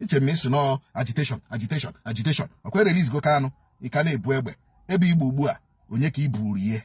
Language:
Igbo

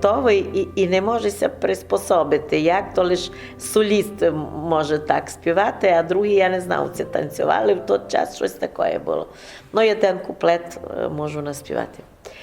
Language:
Rusyn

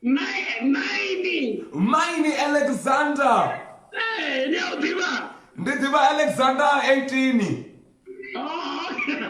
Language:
Venda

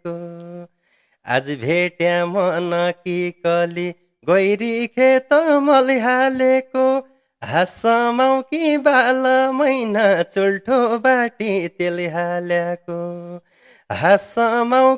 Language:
Nepali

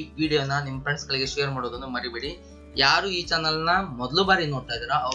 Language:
Kannada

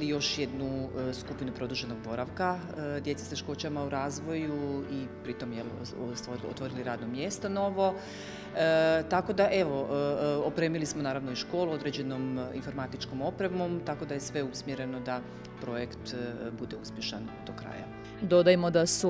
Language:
Croatian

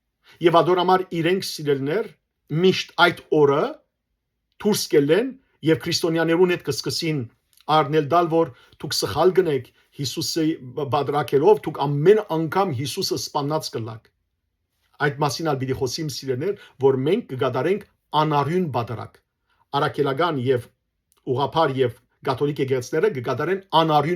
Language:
Western Armenian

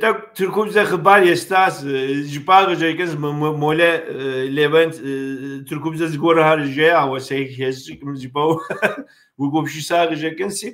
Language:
Kabardian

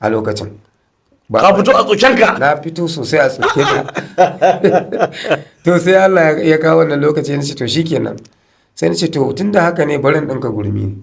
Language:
Hausa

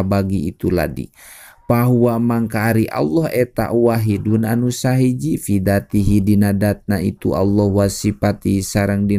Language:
Sundanese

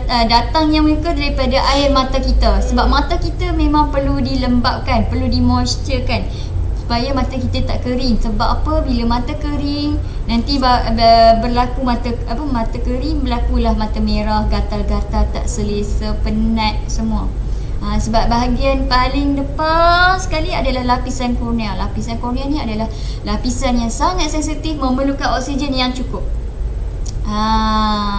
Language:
Malay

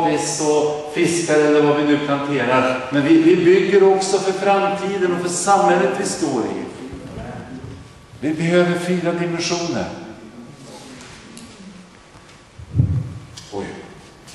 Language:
Swedish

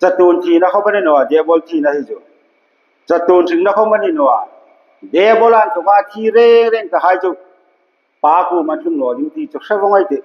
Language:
Hmar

